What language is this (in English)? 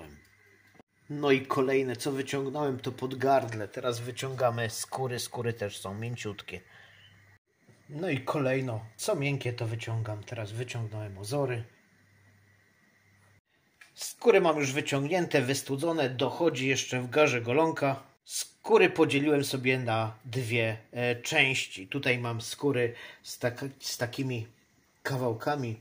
Polish